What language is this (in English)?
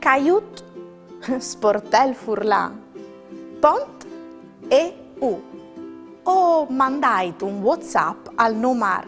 Friulian